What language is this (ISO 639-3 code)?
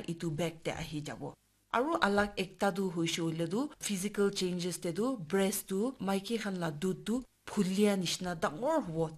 nag